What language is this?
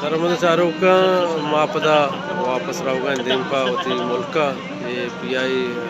Baluchi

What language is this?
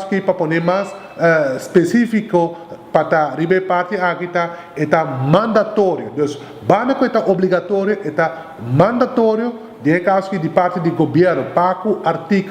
Papiamento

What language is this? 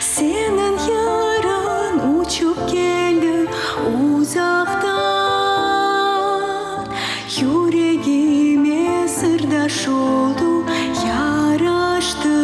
Crimean Tatar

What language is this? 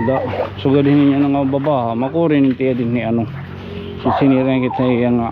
Waray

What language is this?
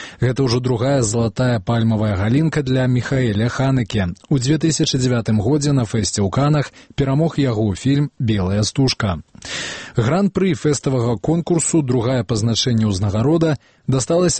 Belarusian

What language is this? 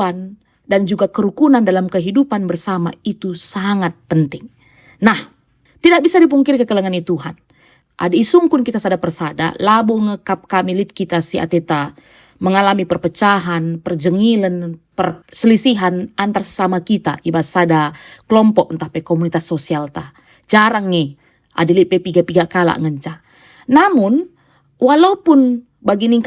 Batak Karo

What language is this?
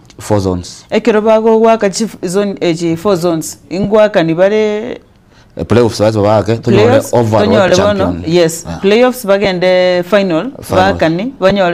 Gusii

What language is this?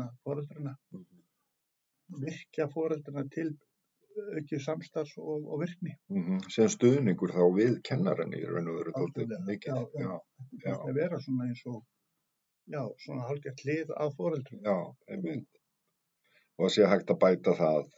Icelandic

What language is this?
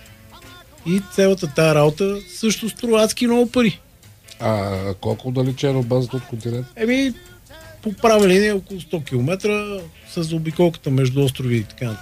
Bulgarian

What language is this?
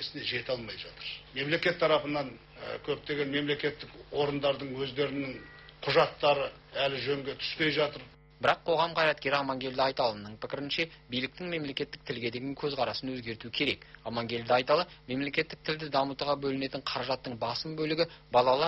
Kazakh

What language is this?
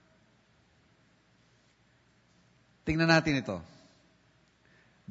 Filipino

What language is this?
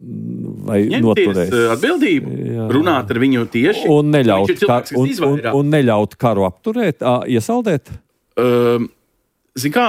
Latvian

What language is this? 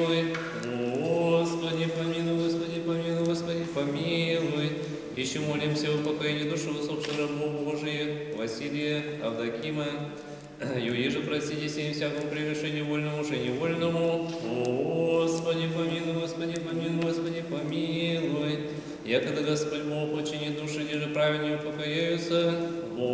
Chuvash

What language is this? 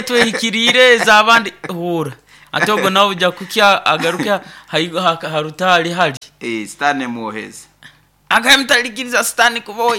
Nyoro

